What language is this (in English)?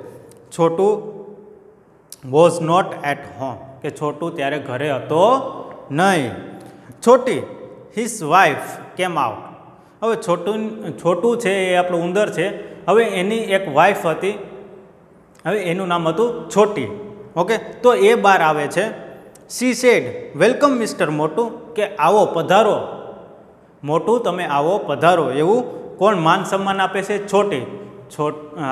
Gujarati